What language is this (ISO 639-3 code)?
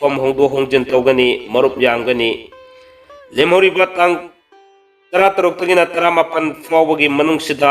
mni